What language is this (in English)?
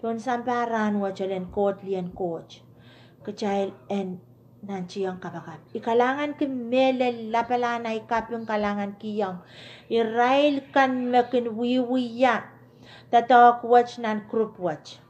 Pohnpeian